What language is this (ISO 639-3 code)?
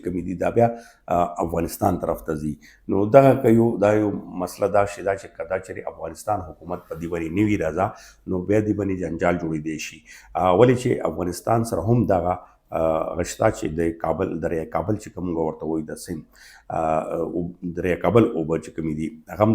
pus